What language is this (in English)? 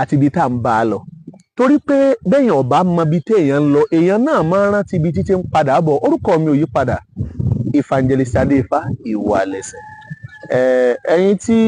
Yoruba